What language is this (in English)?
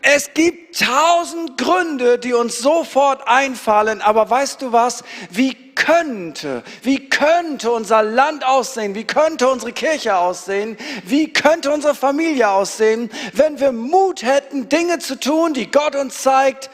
Swiss German